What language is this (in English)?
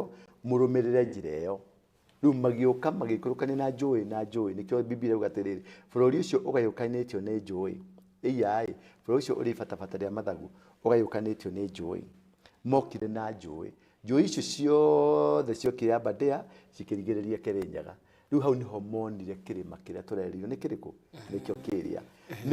Kikuyu